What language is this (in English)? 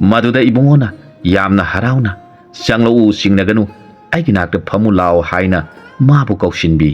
Manipuri